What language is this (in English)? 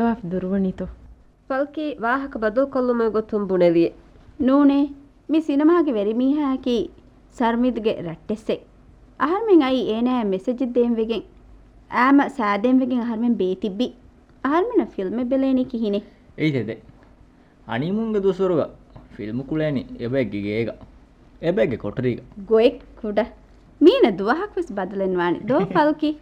Divehi